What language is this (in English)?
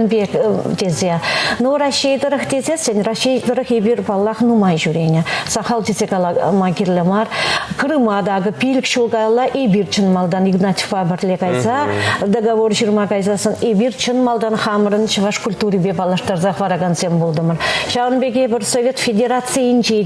Chuvash